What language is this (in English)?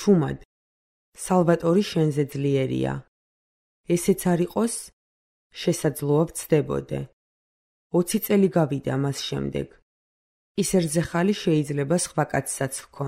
Georgian